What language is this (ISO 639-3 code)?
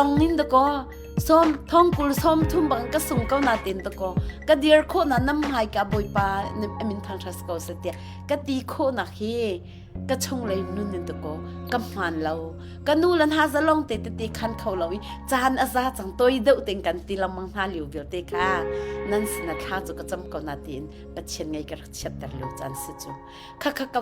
cnh